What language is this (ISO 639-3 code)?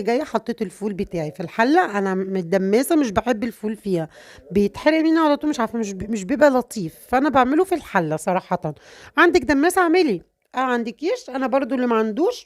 arz